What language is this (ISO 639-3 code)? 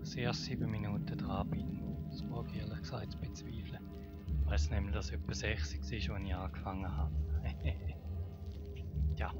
gsw